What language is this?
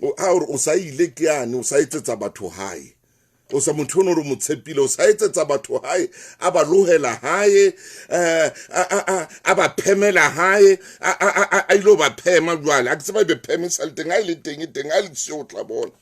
Southern Sotho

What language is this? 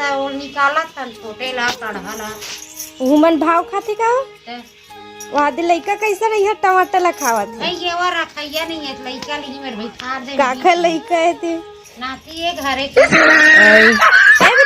Chhattisgarhi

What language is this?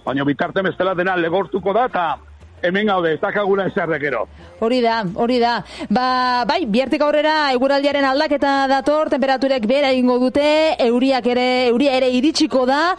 Basque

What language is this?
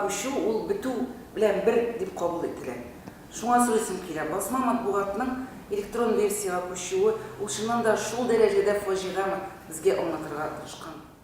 Tatar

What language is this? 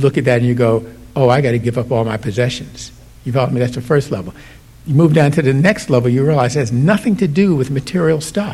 English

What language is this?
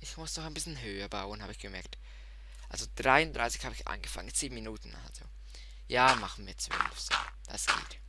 Swiss German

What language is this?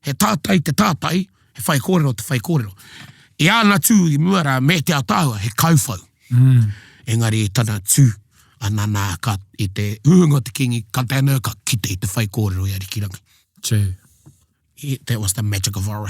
Māori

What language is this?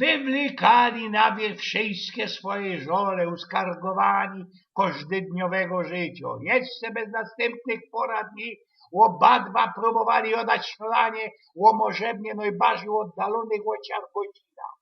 Silesian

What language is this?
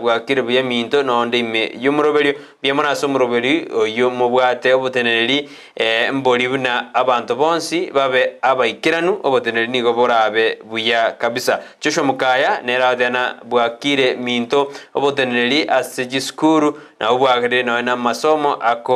Gusii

